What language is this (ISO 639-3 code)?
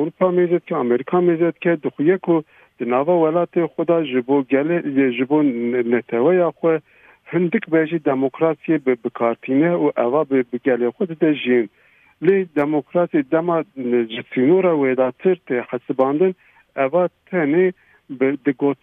kur